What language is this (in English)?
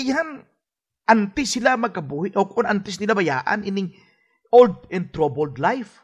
Hiligaynon